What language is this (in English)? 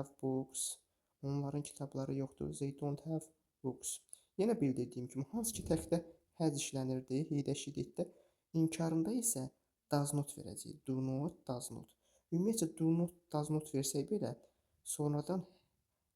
Azerbaijani